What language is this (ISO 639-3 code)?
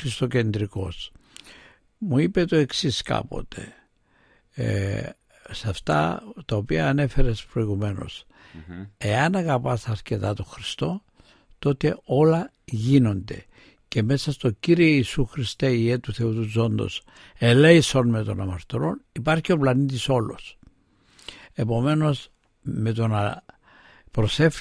ell